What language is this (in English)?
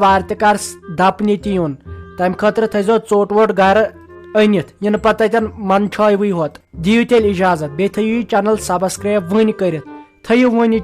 Kashmiri